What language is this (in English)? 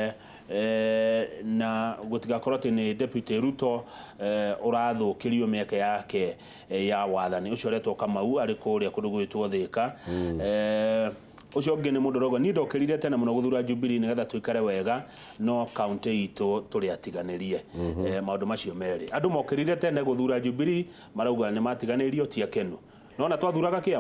Kikuyu